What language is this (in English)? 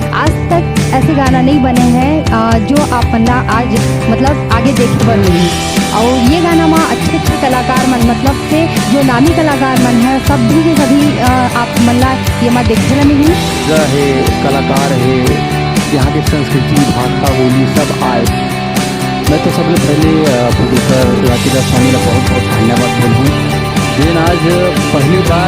Chhattisgarhi